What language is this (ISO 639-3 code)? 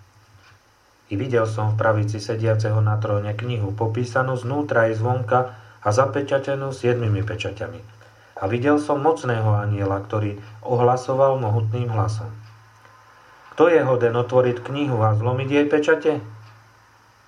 slk